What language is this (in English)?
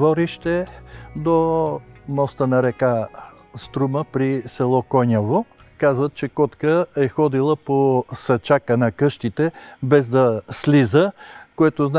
Bulgarian